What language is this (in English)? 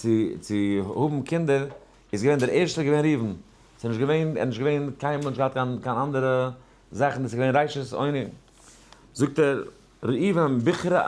Yiddish